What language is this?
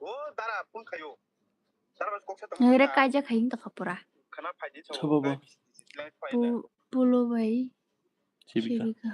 Kok Borok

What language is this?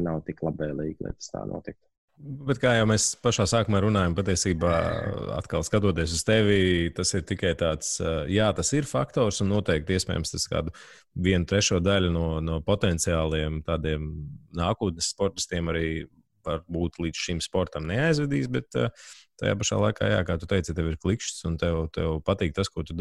Latvian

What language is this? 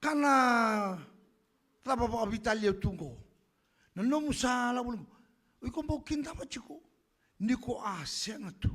Fijian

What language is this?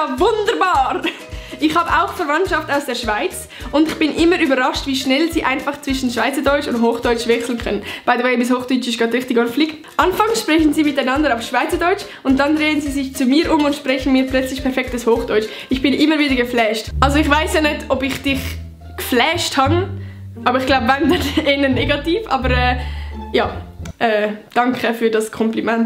Swiss German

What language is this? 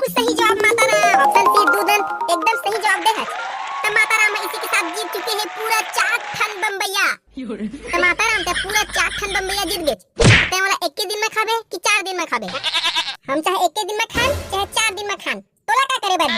Chhattisgarhi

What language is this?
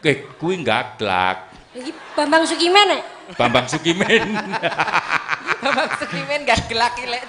Javanese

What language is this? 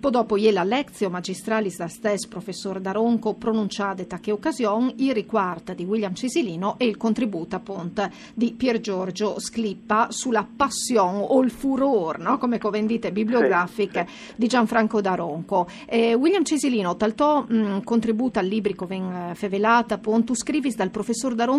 Friulian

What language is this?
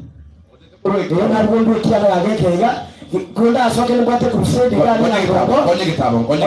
Gusii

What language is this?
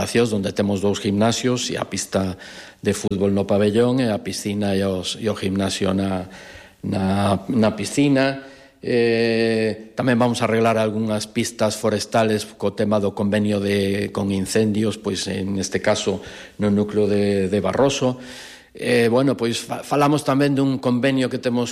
Galician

